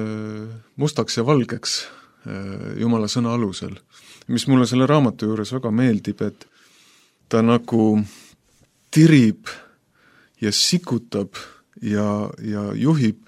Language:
Estonian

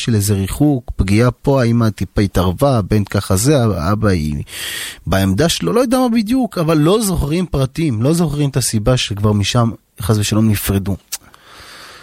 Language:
Hebrew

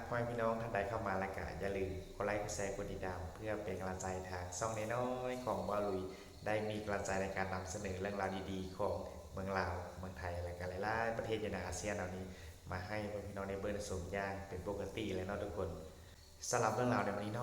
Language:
Lao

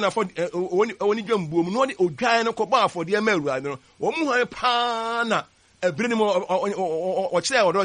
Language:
Akan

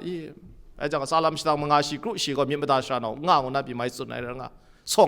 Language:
Kachin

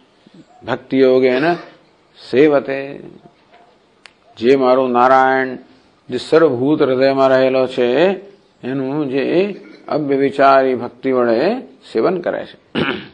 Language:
Gujarati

